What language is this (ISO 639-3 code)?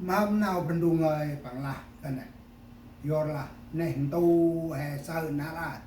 cmo